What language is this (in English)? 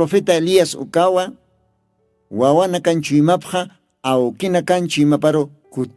Aymara